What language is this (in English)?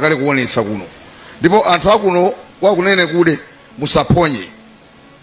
Nyanja